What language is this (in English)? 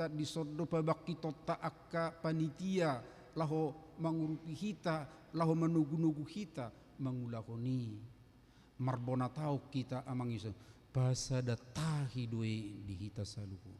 Batak Toba